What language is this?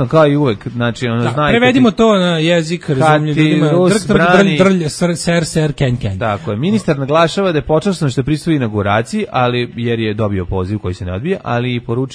Serbian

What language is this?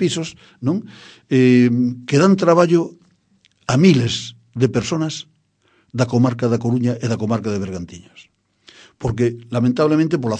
Galician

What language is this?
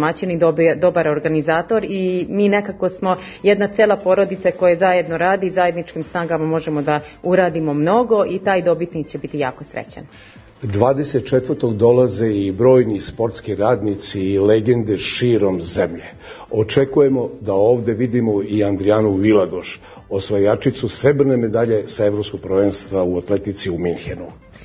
Serbian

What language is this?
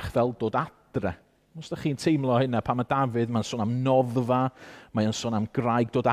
Welsh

